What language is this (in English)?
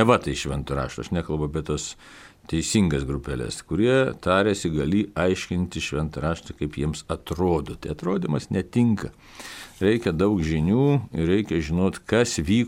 Lithuanian